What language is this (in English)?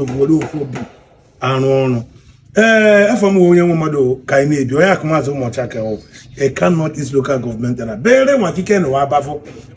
Igbo